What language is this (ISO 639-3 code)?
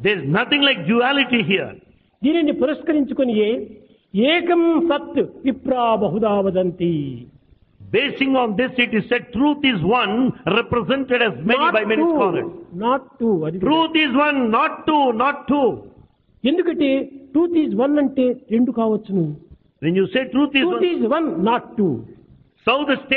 tel